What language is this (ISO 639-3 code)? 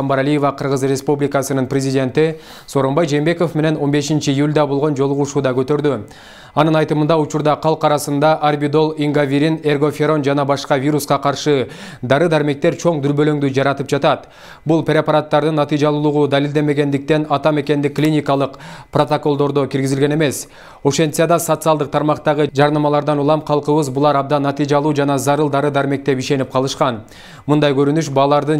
kir